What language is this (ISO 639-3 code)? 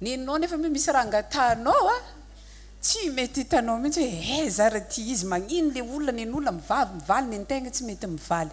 mlg